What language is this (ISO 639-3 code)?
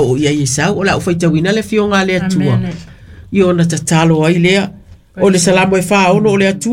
smo